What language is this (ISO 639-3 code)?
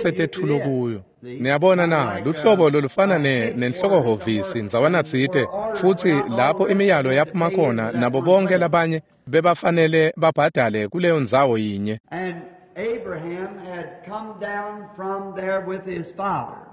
ssw